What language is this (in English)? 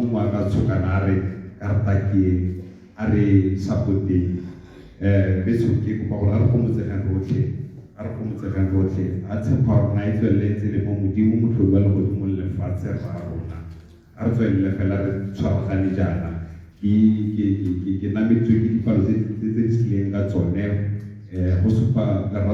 Tswana